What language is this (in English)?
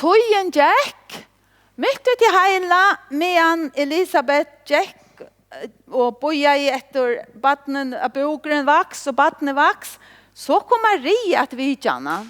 Faroese